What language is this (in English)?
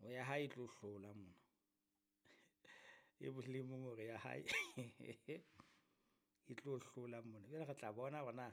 Southern Sotho